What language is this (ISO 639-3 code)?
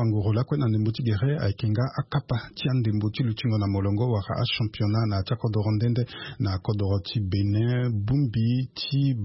sag